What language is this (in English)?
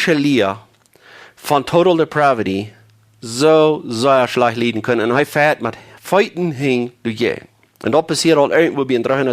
Plautdietsch